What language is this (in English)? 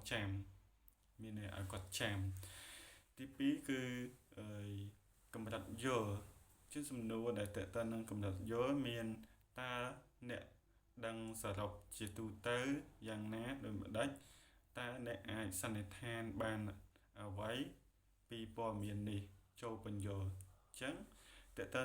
Khmer